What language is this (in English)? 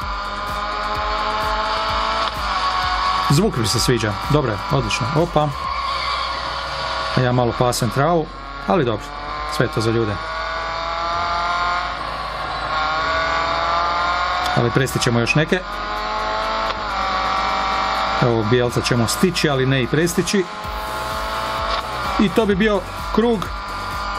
Croatian